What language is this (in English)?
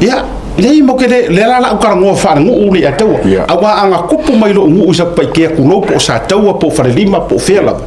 Samoan